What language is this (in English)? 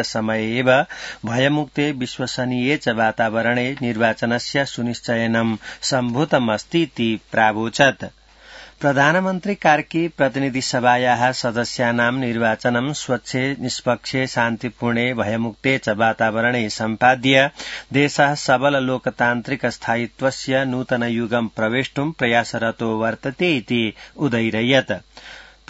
Sanskrit